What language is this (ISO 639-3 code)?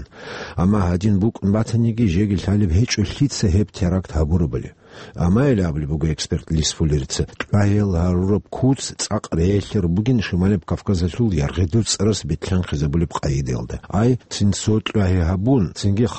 ava